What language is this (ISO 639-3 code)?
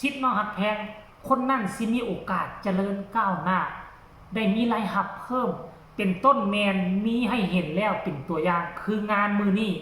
tts